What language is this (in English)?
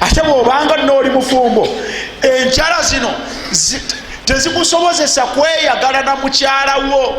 Ganda